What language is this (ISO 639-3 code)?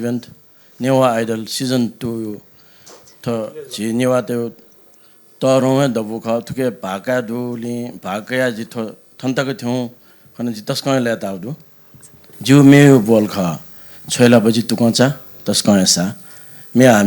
new